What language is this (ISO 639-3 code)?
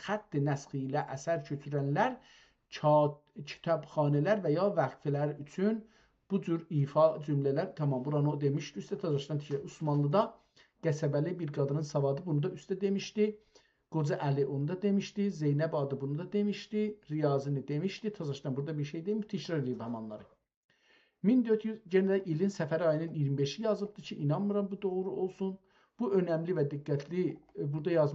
azb